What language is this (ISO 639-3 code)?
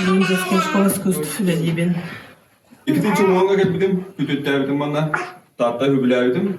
sah